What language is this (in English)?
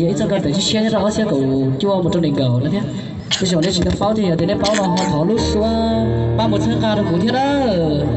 Hmong